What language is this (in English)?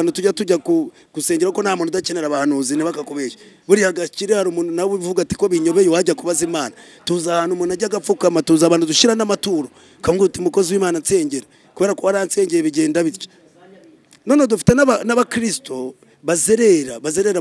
Kinyarwanda